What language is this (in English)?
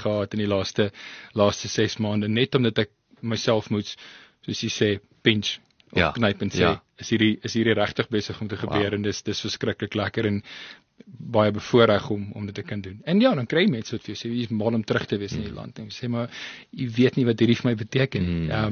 Afrikaans